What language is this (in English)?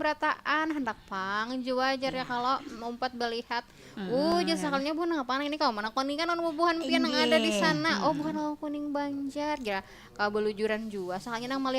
Banjar